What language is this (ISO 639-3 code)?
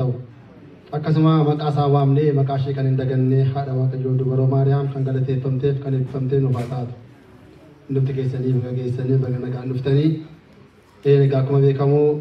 orm